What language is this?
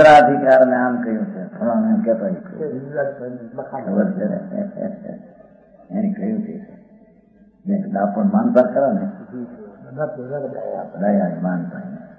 Gujarati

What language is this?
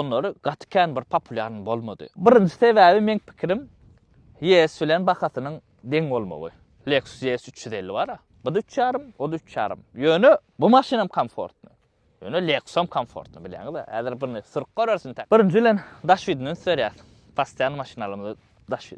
Turkmen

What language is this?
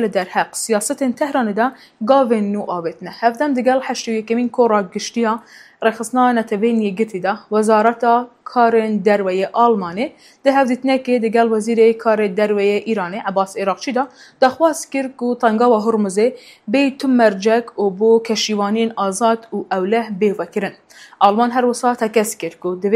Kurdish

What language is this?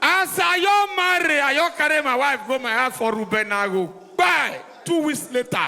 Nigerian Pidgin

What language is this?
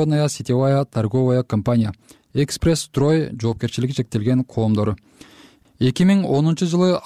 Kyrgyz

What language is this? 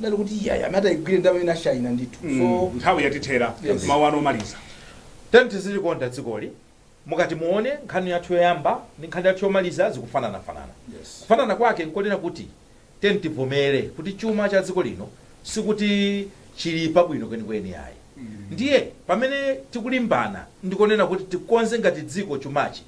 Nyanja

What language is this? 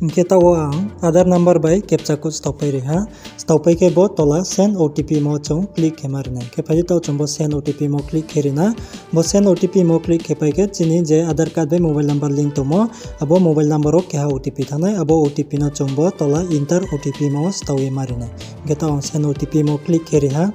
Riang (India)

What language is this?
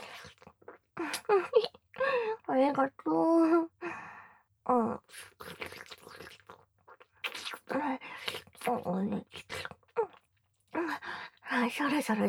Japanese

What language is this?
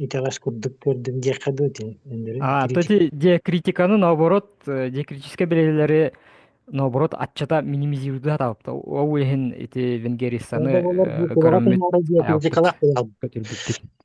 Yakut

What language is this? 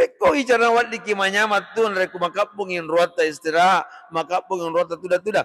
Buginese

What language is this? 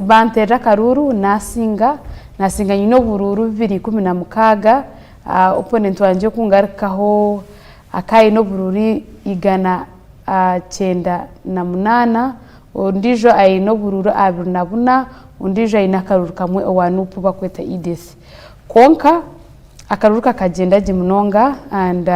Nyankole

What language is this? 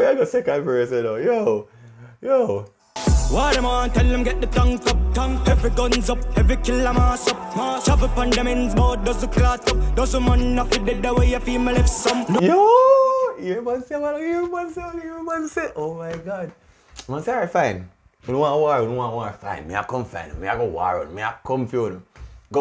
Jamaican Creole English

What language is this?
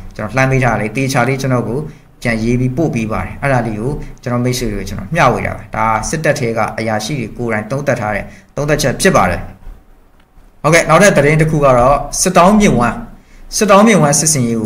Burmese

